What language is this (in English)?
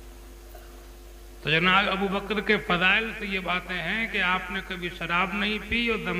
Urdu